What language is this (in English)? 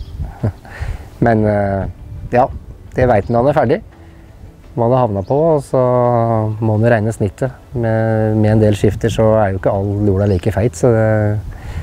Norwegian